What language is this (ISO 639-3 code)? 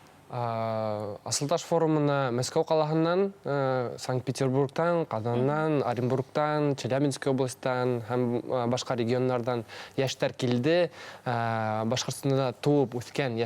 bak